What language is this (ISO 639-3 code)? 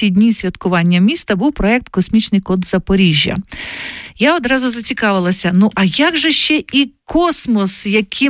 ukr